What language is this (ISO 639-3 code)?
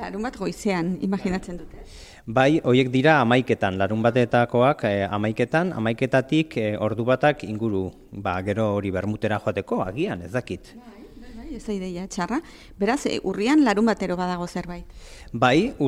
eus